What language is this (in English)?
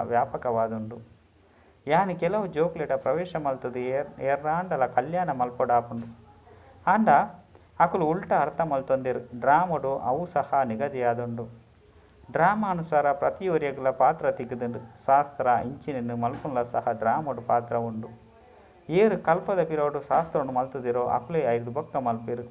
Tulu